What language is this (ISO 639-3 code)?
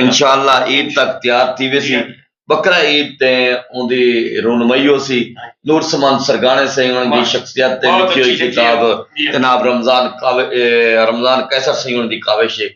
skr